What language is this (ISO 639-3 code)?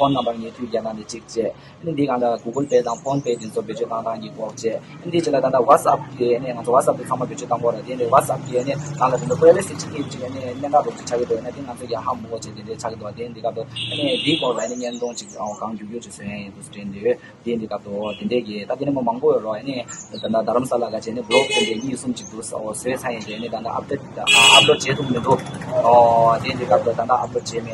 bod